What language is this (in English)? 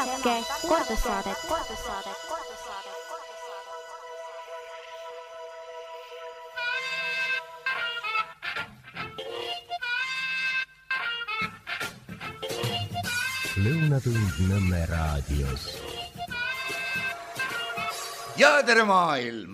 Estonian